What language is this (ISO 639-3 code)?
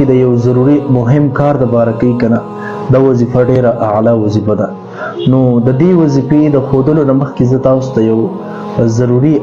pus